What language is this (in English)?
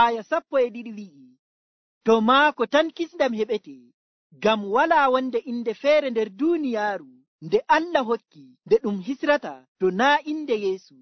Nigerian Fulfulde